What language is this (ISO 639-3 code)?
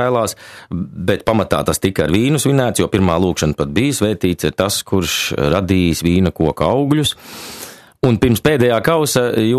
lav